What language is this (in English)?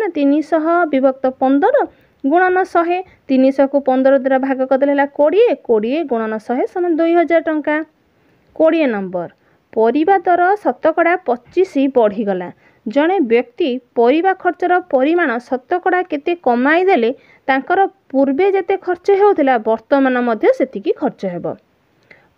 Odia